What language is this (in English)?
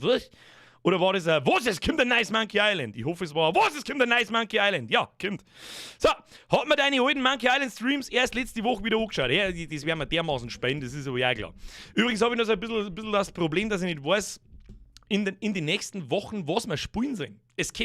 Bavarian